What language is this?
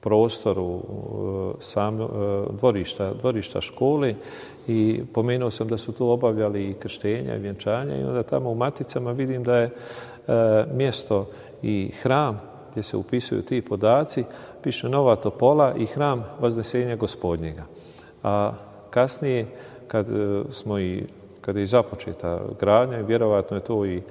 Croatian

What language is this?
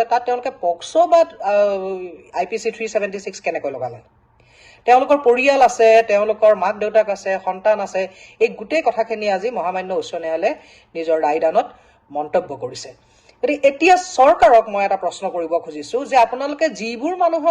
Assamese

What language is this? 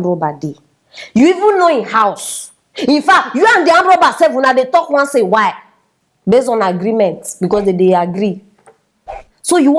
Nigerian Pidgin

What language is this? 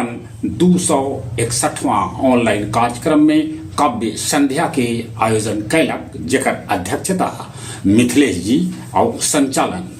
Magahi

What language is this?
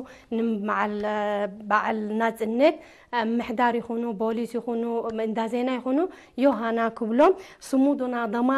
Tigrinya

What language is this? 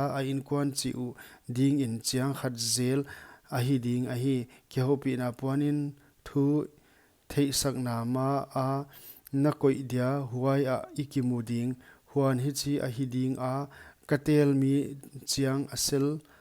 Paite Chin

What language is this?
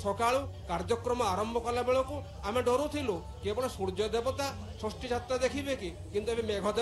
Odia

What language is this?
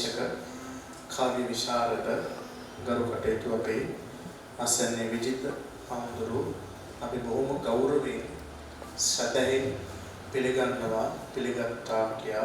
Sinhala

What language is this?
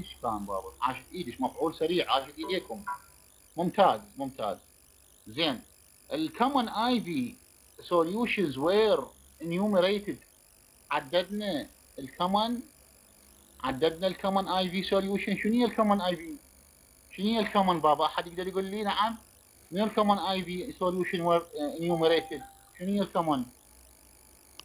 Mesopotamian Arabic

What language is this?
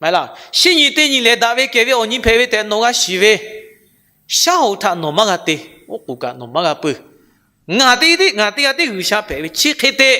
Lahu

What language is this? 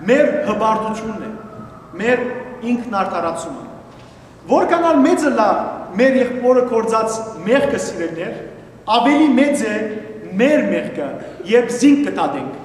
Western Armenian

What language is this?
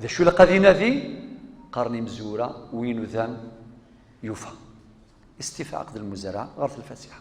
Kabyle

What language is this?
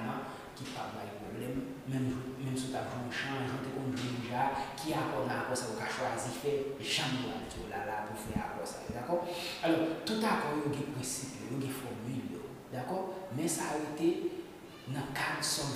Haitian Creole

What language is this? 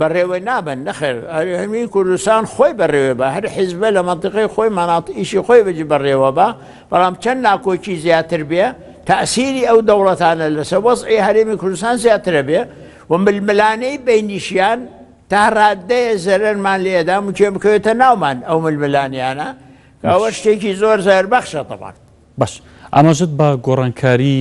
Central Kurdish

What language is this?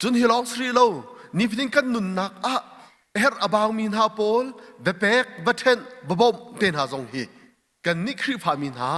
Hakha Chin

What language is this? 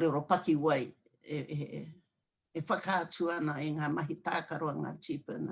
Māori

